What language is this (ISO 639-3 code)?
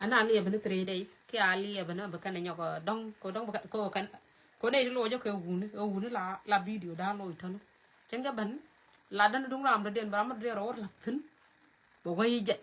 nus